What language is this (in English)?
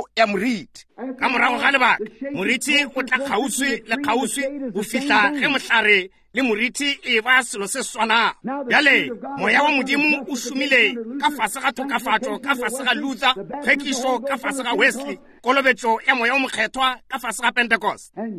Northern Sotho